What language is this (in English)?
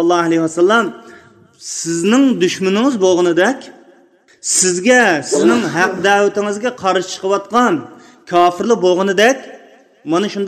Uyghur